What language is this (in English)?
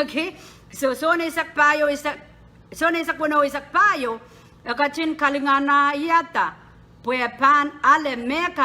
Pohnpeian